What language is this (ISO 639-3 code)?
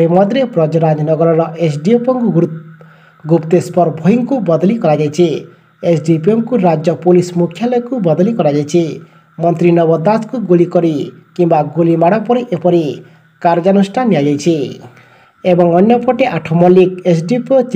ori